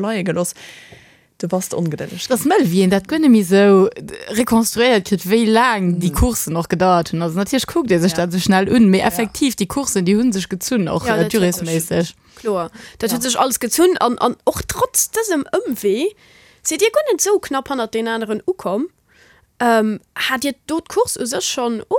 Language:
Luxembourgish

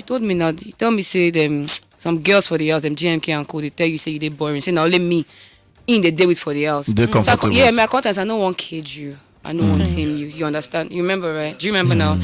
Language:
Nigerian Pidgin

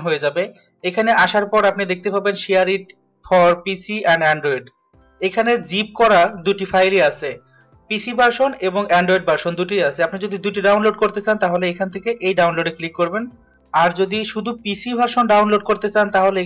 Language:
Bangla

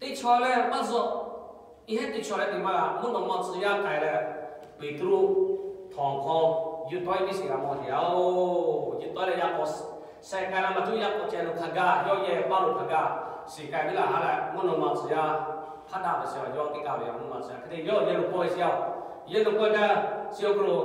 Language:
Lahu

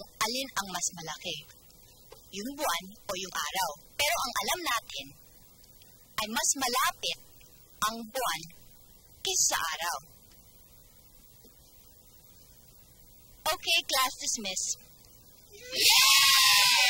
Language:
Filipino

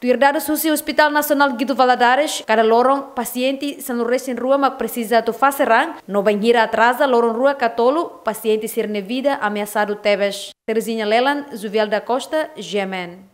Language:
Tetum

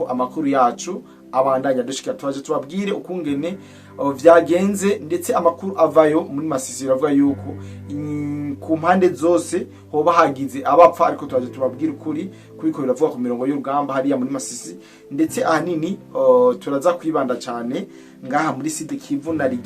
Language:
Rundi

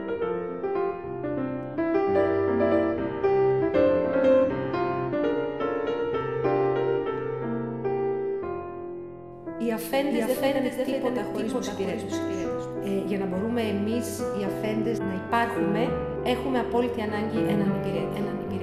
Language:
Greek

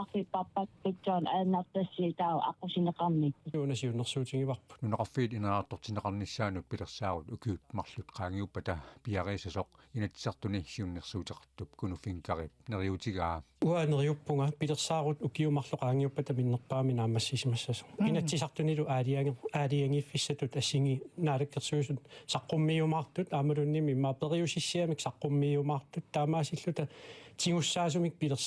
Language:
Kalaallisut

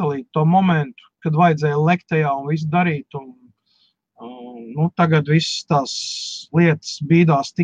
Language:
Latvian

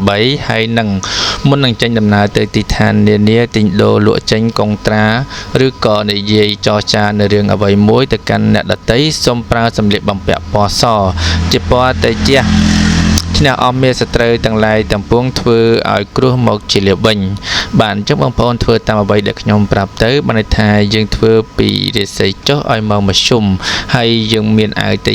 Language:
Khmer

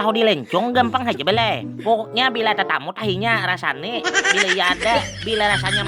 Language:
Banjar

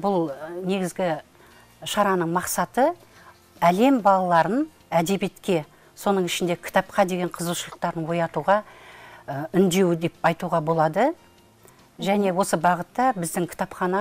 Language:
Kazakh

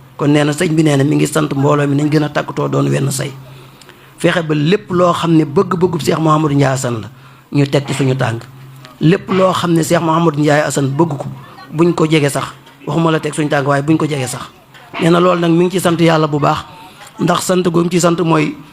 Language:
Wolof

